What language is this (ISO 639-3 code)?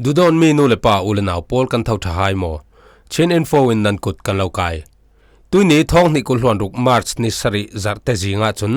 cfm